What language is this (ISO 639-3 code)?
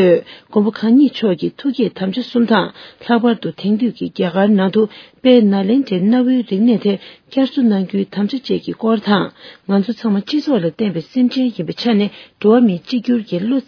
bod